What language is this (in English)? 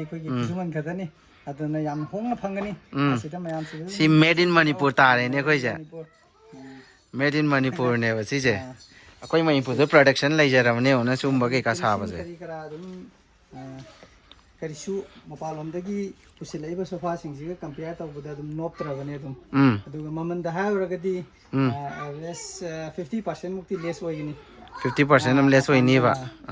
Manipuri